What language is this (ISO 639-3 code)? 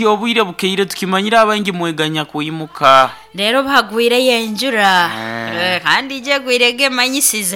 nyo